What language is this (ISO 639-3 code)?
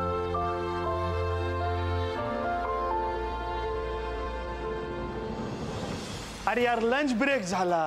mar